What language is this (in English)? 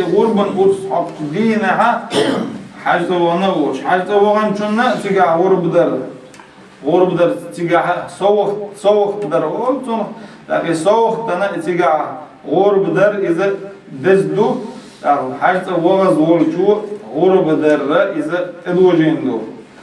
Chechen